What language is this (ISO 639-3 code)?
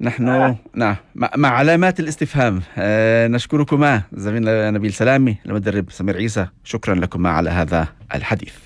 apc